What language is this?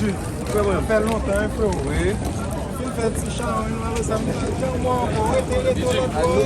Haitian Creole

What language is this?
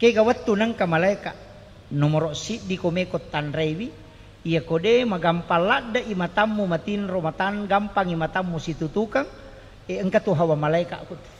Buginese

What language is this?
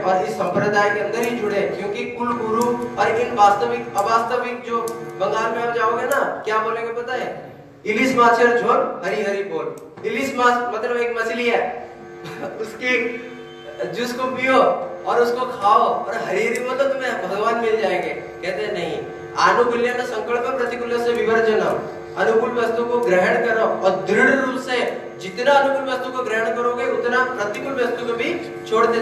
Hindi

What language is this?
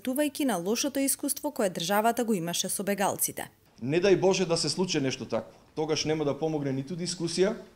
Macedonian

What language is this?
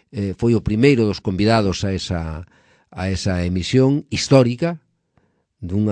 Galician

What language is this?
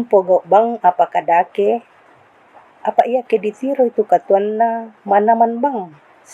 Toraja-Sa'dan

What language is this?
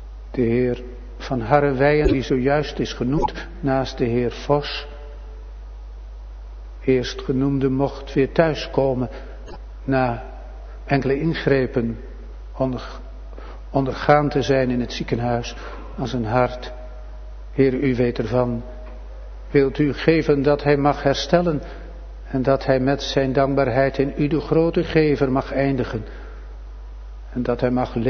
Dutch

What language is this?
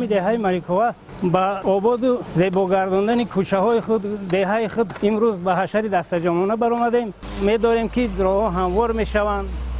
Tajik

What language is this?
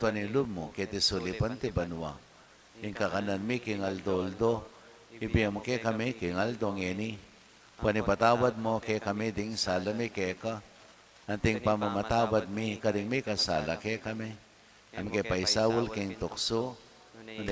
Pampanga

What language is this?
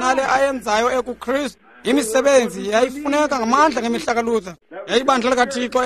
Xhosa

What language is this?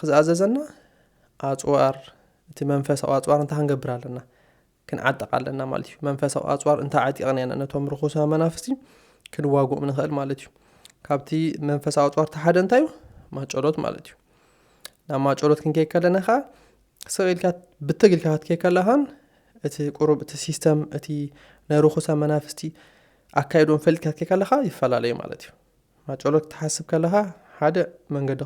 Tigrinya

